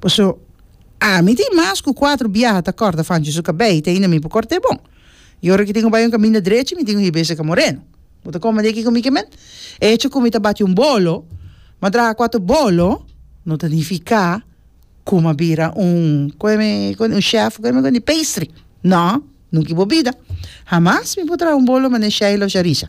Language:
Papiamento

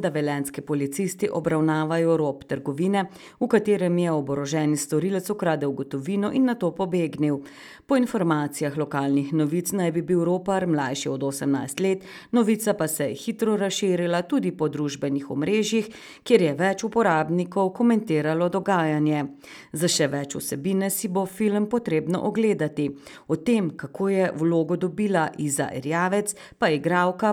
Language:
Slovenian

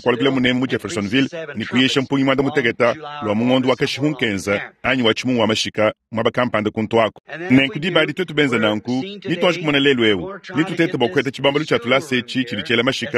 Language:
Luba-Lulua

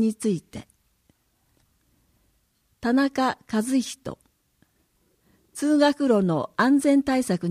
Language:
Japanese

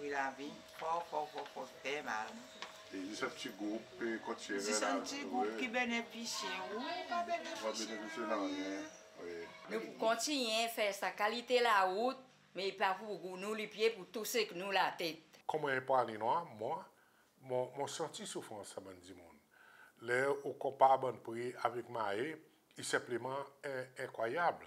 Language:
Seselwa Creole French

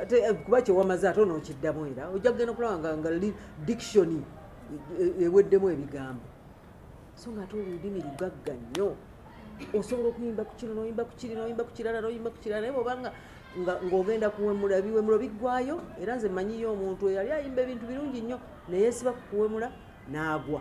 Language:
Ganda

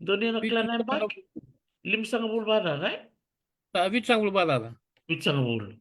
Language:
Fijian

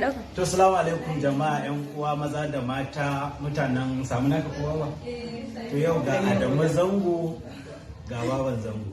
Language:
Hausa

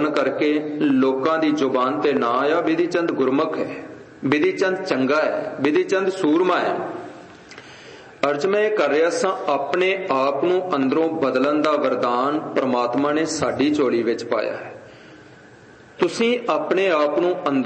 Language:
Punjabi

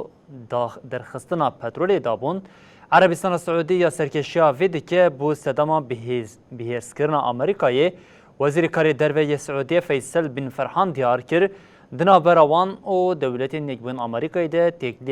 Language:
Kurdish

